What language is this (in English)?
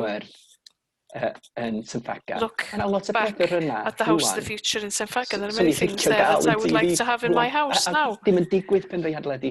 Welsh